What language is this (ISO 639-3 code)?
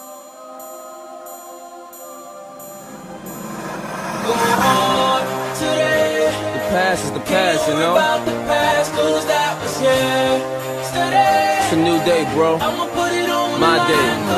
eng